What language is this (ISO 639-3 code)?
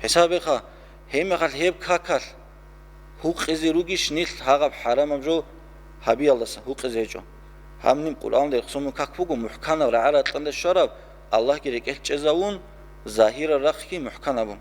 ava